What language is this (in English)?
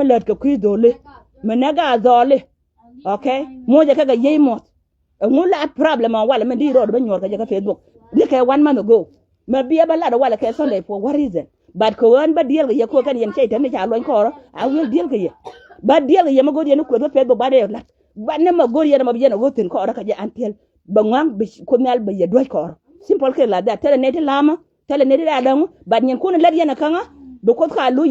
Nuer